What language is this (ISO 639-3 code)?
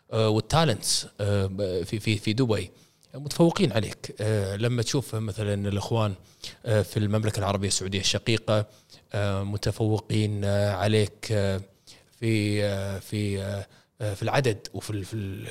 afb